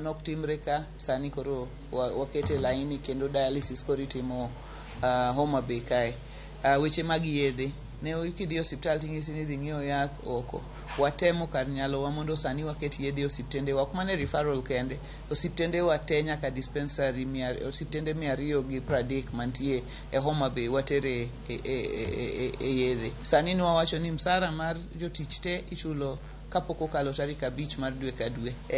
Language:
Luo (Kenya and Tanzania)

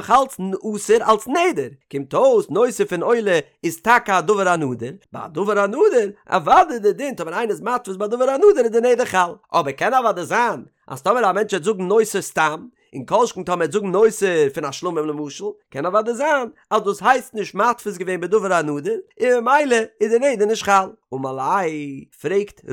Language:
Yiddish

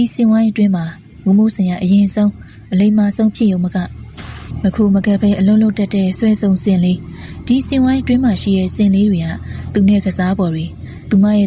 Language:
Burmese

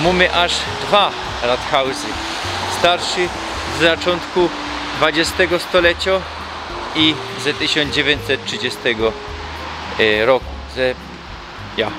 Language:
Silesian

